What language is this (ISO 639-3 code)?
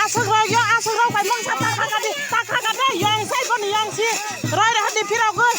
trp